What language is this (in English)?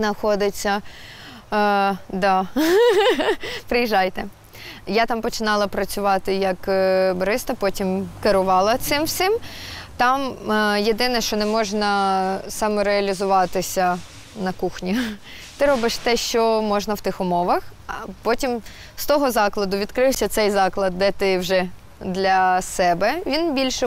Ukrainian